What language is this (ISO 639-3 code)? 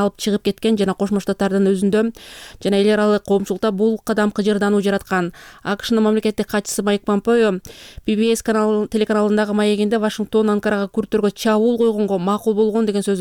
kir